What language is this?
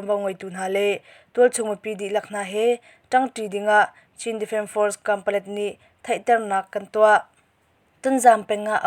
Hakha Chin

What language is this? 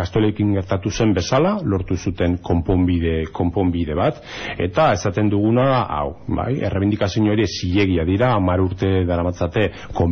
Basque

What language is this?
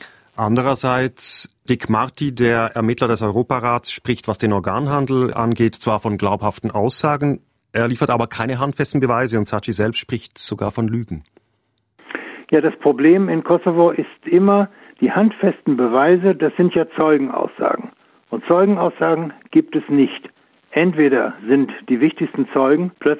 German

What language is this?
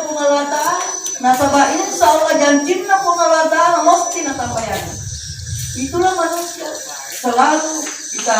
Buginese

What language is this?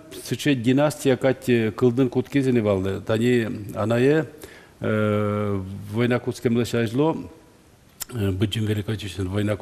Udmurt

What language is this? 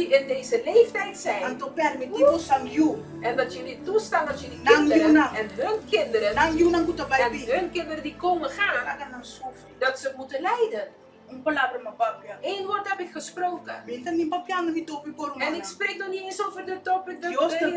Papiamento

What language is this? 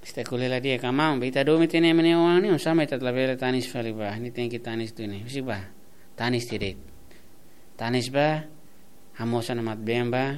Tetum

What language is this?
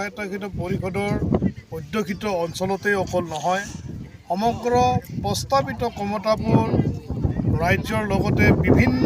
Assamese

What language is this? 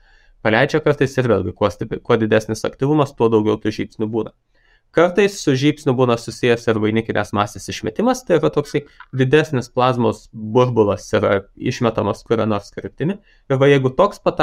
Lithuanian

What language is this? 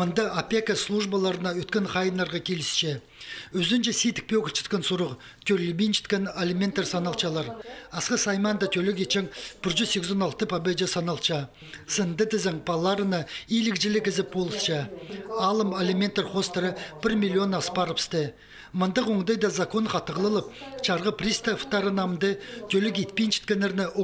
Khakas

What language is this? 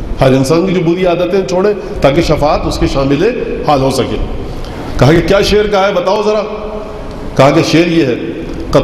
Urdu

